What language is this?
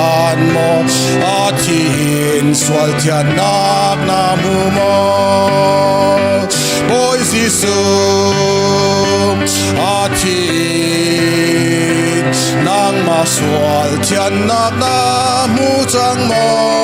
Hakha Chin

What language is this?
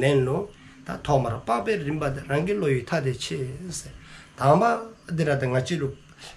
Dzongkha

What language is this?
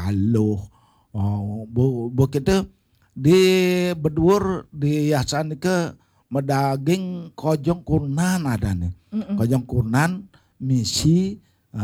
Balinese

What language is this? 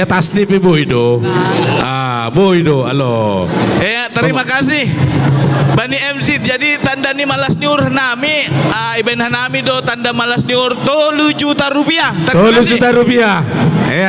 Batak Simalungun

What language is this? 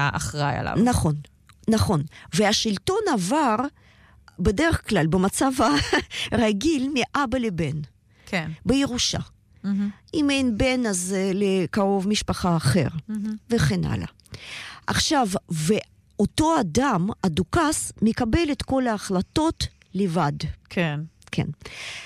Hebrew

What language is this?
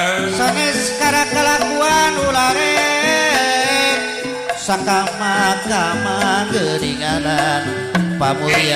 Sundanese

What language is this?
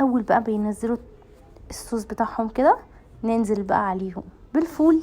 Egyptian Arabic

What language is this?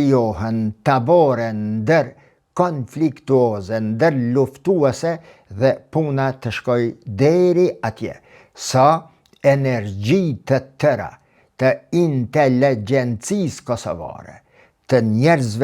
Albanian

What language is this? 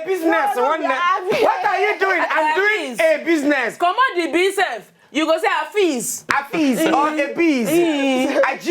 Nigerian Pidgin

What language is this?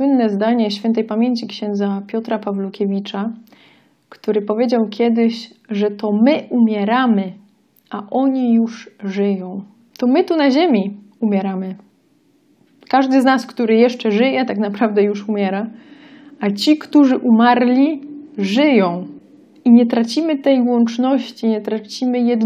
Polish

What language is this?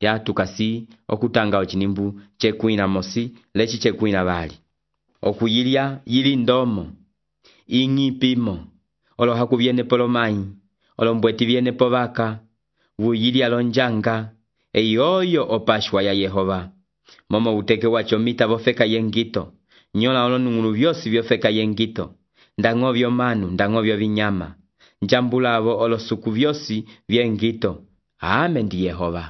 Umbundu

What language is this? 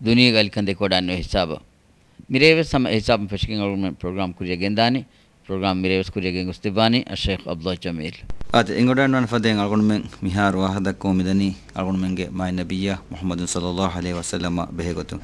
Divehi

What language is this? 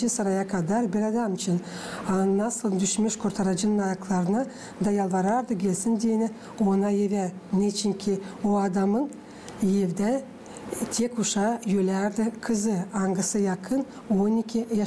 Gagauz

